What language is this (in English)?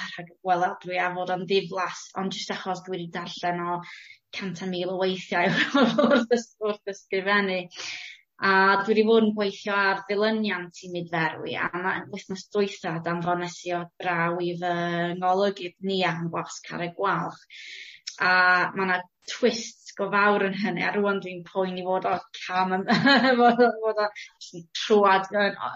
Welsh